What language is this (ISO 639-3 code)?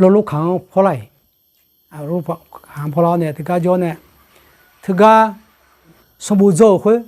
ahk